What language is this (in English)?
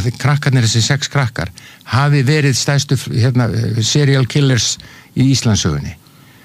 Icelandic